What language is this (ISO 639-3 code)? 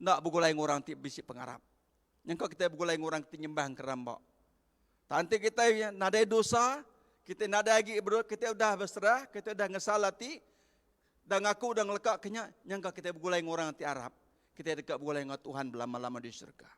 iba